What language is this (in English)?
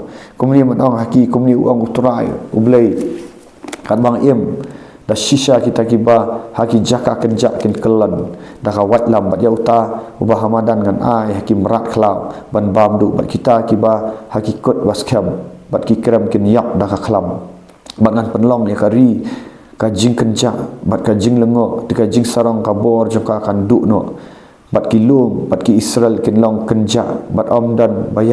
Khasi